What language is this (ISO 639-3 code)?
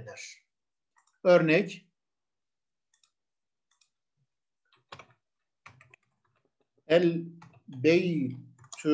tur